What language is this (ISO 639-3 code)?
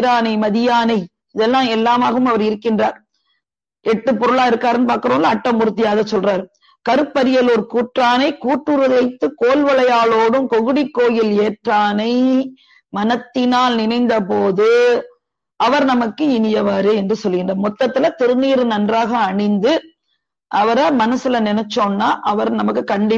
tam